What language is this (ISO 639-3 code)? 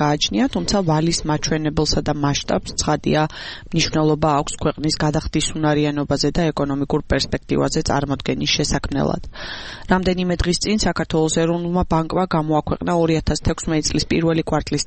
kat